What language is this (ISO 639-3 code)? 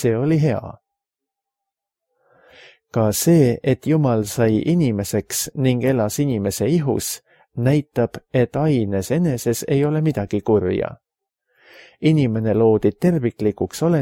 est